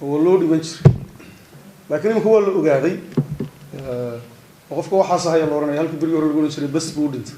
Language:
Somali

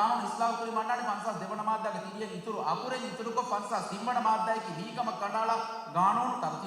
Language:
Divehi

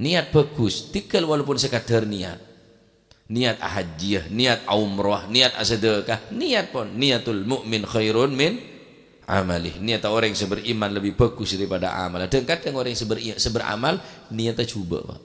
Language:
Madurese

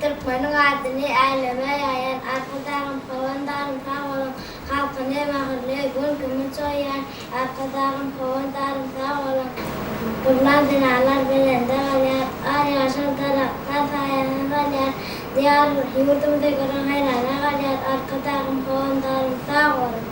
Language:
Turkmen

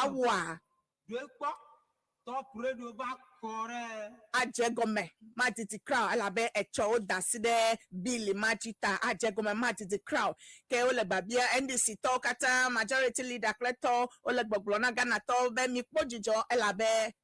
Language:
Ewe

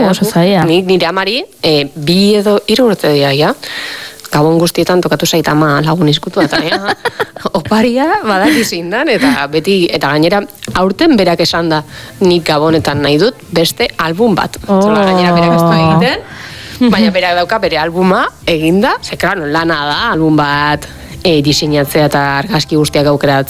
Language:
Basque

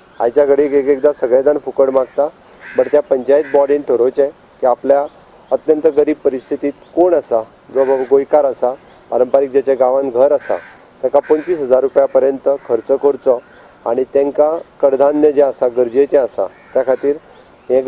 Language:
Konkani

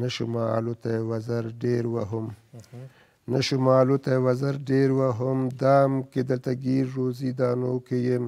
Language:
Pashto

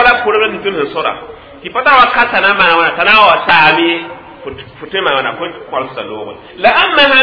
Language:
Mossi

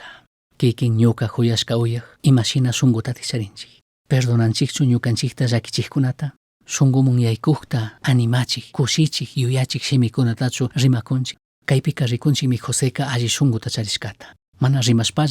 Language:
Chimborazo Highland Quichua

